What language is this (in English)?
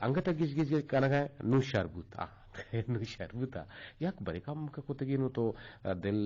Eastern Balochi